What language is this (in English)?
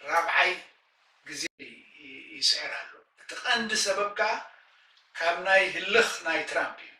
Tigrinya